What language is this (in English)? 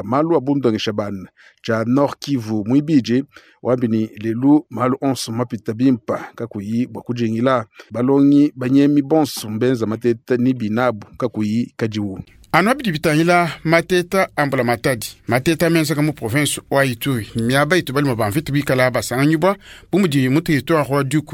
Luba-Lulua